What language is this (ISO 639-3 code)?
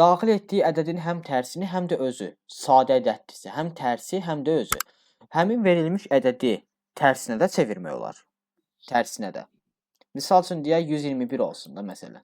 aze